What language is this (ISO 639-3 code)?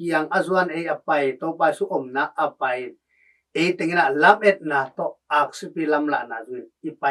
ctd